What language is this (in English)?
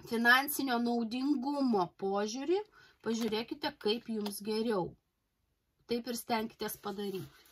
Lithuanian